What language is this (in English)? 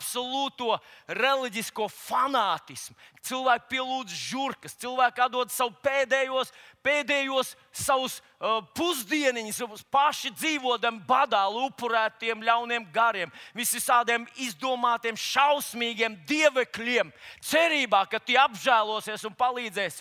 Latvian